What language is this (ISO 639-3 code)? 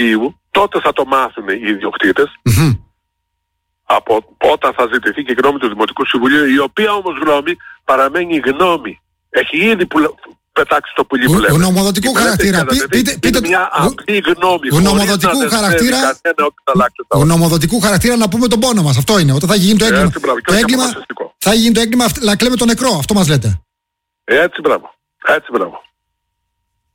ell